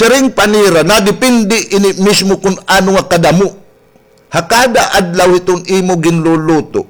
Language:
Waray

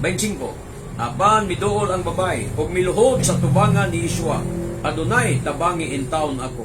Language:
Cebuano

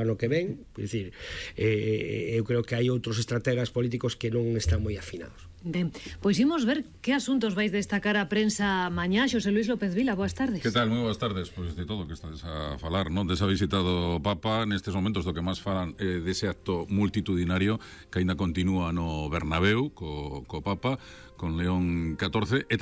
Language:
Galician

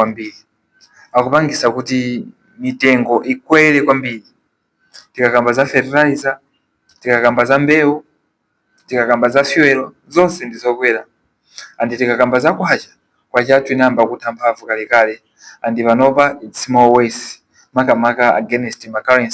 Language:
Nyanja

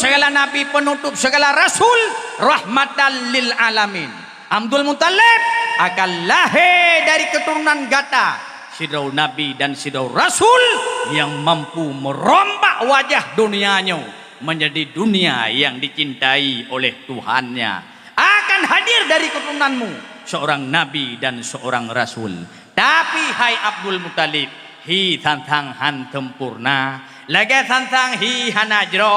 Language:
Achinese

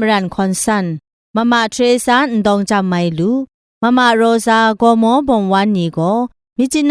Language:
Kachin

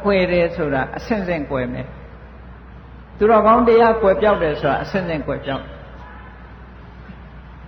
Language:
Burmese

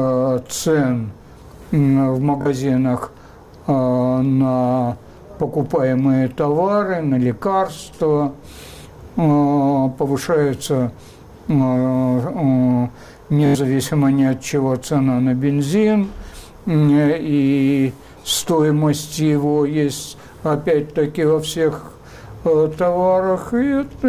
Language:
Russian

